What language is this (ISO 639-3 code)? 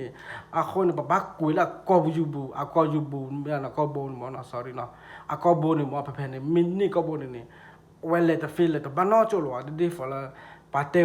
ksw